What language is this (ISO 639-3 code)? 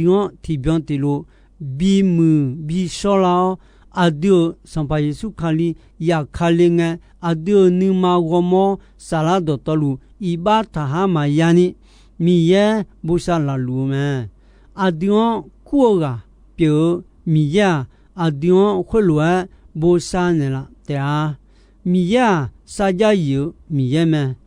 ahk